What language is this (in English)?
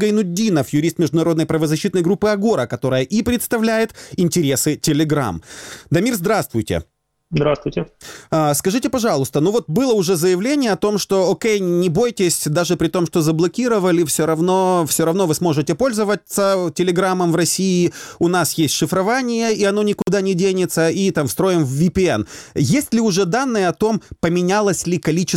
Russian